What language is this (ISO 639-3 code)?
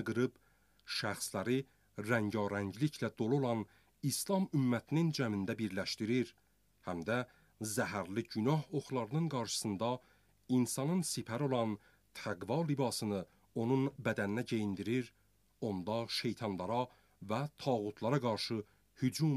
aze